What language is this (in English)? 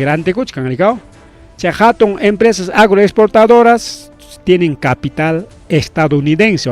Ayacucho Quechua